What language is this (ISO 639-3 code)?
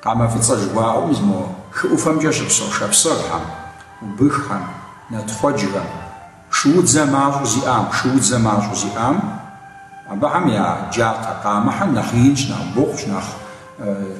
kbd